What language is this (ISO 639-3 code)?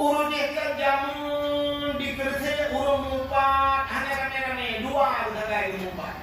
ace